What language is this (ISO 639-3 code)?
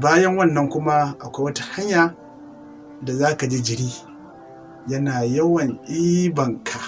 hau